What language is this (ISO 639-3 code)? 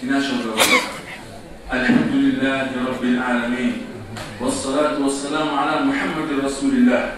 kum